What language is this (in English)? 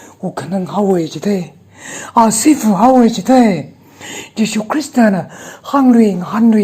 Tangkhul Naga (India)